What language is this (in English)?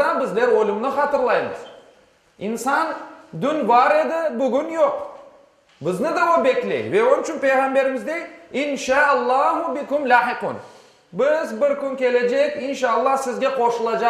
Crimean Tatar